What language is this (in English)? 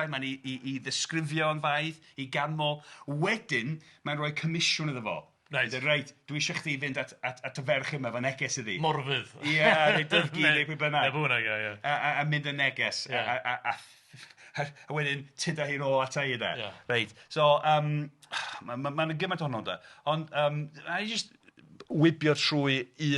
Welsh